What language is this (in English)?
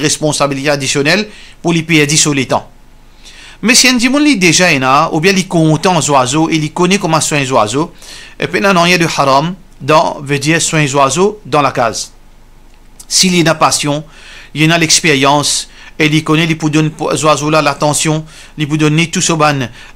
Morisyen